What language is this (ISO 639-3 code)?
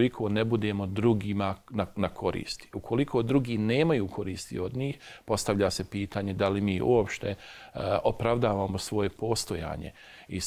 bos